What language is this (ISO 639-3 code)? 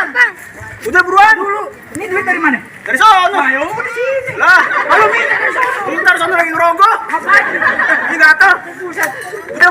bew